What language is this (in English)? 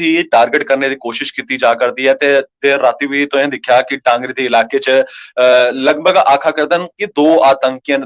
Dogri